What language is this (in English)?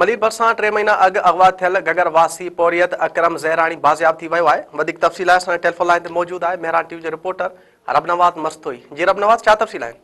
Sindhi